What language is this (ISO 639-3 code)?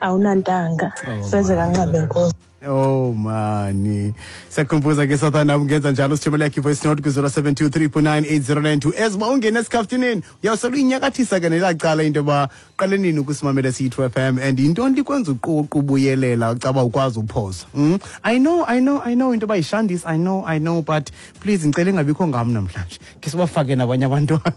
xho